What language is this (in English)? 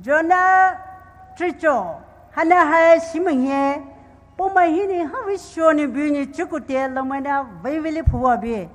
Poumei Naga